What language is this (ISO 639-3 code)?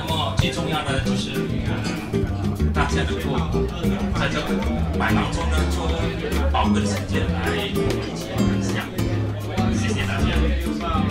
zho